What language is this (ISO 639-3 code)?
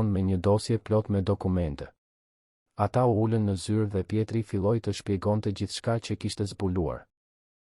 sqi